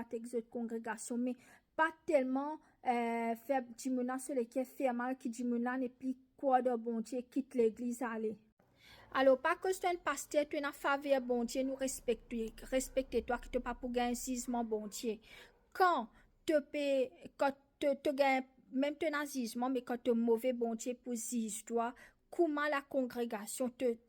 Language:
Morisyen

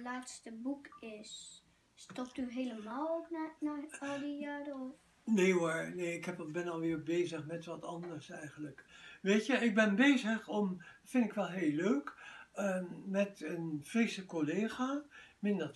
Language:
Dutch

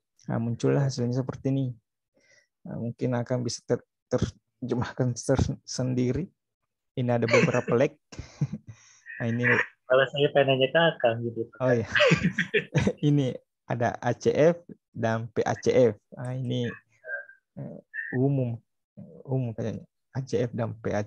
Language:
Indonesian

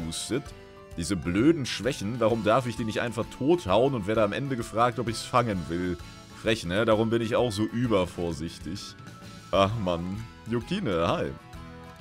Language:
German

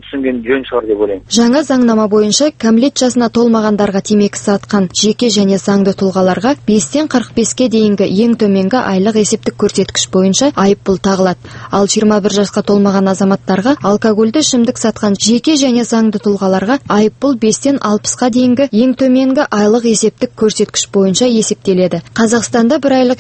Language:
Kazakh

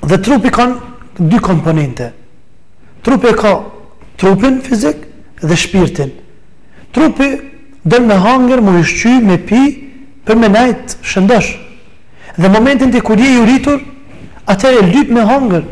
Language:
Albanian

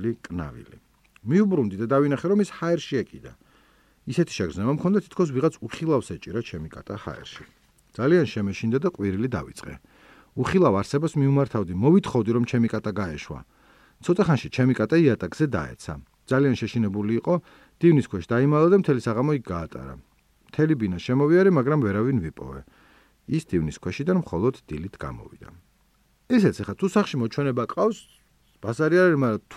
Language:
Georgian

